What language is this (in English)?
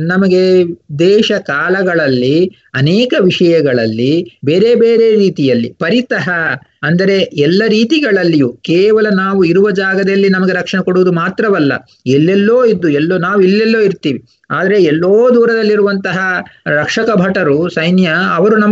Kannada